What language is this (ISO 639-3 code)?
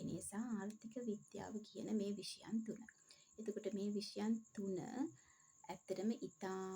sin